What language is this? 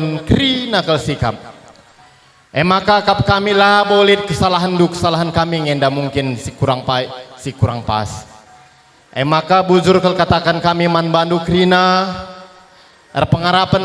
Batak Karo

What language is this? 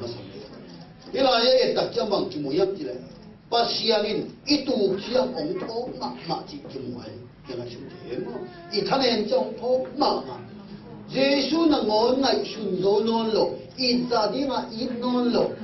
Tedim Chin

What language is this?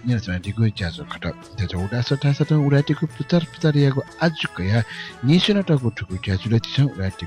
Newari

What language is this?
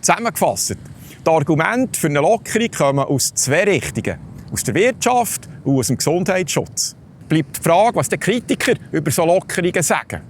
Swiss German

